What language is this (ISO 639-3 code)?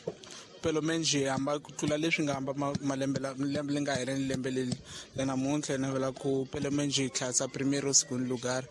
tso